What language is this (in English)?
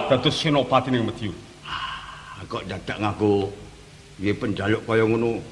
Javanese